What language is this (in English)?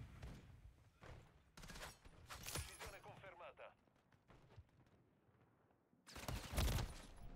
Italian